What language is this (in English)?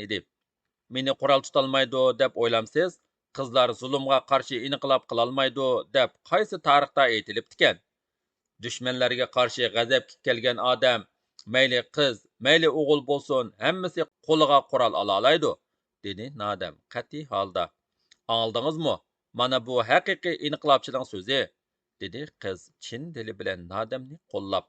Uyghur